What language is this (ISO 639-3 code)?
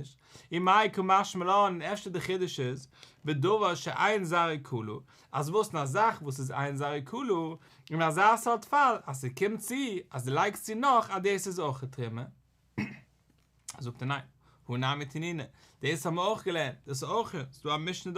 yid